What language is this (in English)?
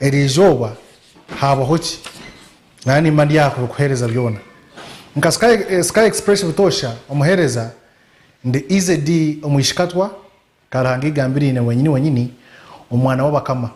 Nyankole